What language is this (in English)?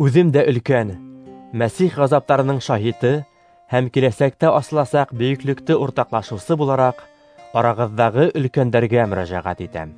Bashkir